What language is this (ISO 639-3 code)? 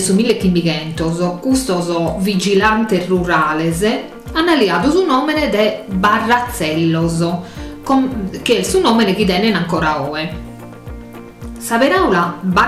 srd